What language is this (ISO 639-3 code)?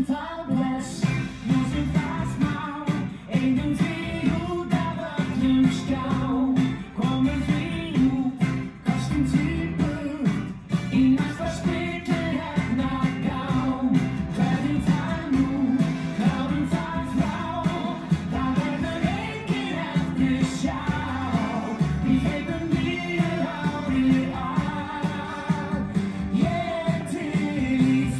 isl